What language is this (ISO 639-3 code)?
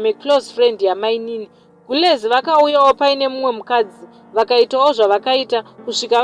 sna